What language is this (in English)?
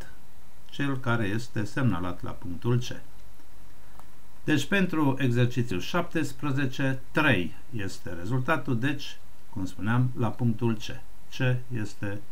Romanian